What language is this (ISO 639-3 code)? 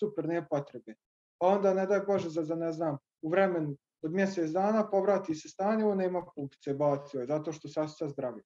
hrv